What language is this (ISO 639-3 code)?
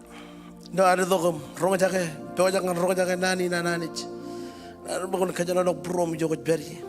mah